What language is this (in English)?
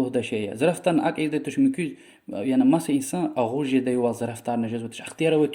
Lezghian